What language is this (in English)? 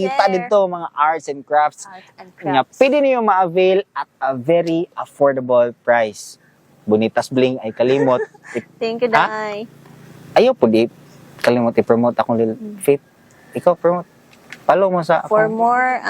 Cebuano